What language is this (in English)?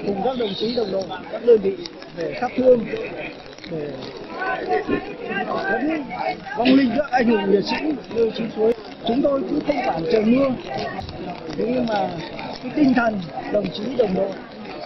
Vietnamese